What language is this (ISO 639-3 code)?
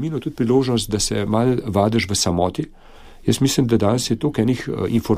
slv